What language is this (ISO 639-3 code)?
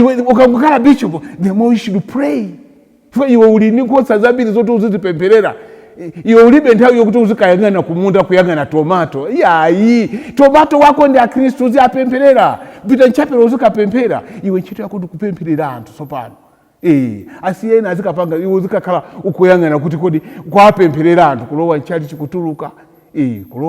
nya